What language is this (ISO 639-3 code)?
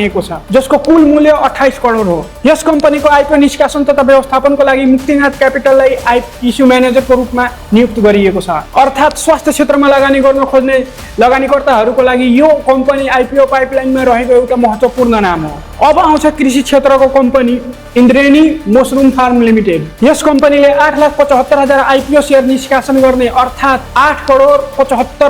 nep